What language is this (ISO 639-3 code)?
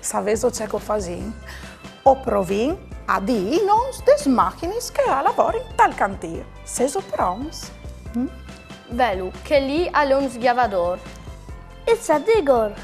fur